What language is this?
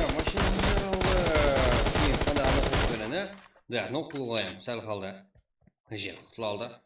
Kara-Kalpak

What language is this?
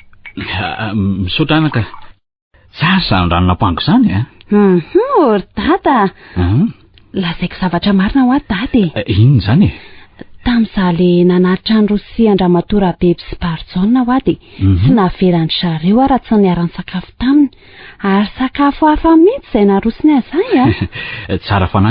Malagasy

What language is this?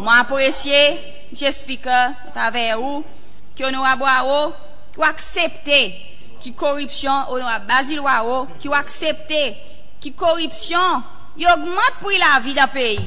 Seselwa Creole French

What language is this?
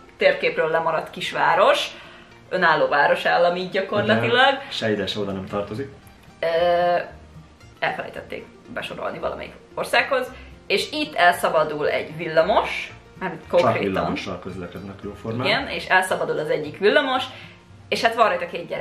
Hungarian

